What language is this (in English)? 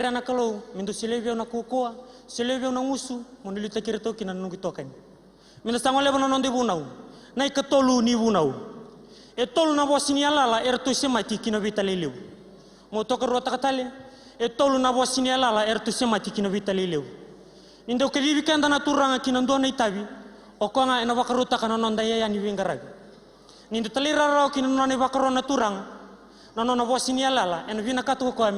Fijian